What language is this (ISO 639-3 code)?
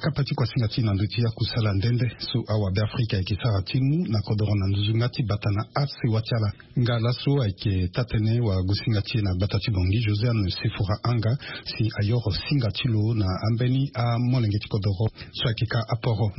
sag